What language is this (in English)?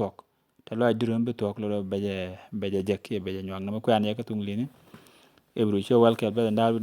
Nuer